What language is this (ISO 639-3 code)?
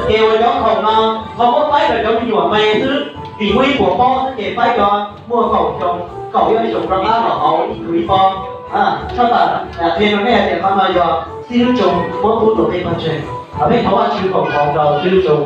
hmn